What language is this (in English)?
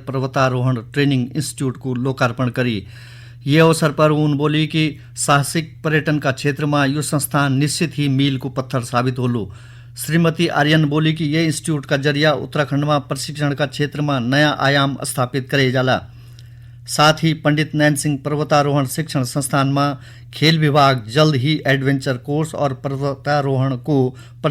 Garhwali